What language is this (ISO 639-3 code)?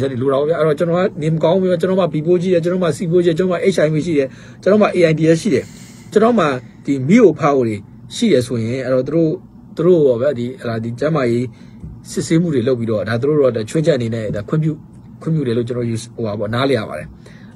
mya